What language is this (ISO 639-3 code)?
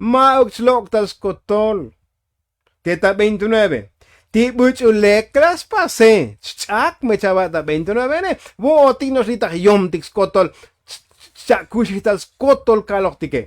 tzo